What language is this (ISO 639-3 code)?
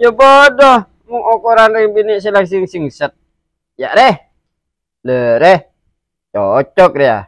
mad